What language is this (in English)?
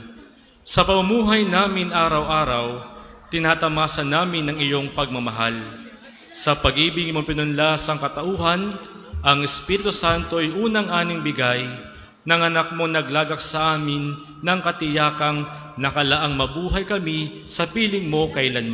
Filipino